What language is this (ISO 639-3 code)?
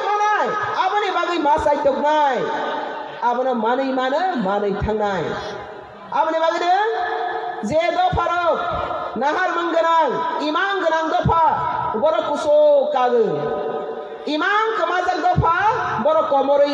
trp